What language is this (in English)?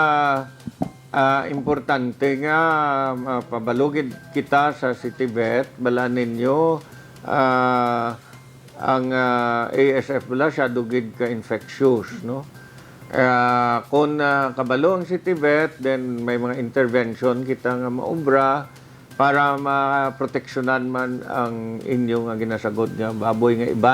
Hiligaynon